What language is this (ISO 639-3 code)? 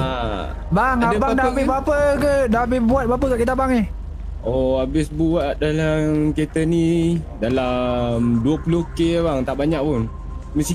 msa